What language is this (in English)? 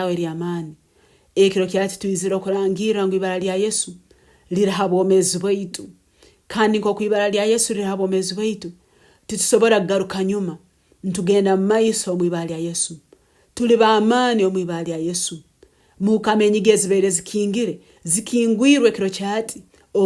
Nyoro